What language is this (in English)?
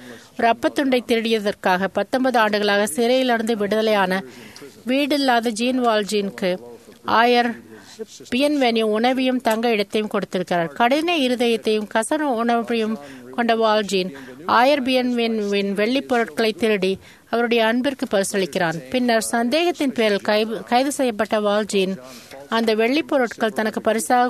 Tamil